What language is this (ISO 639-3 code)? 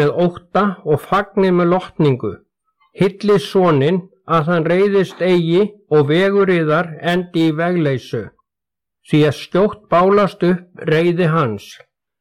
isl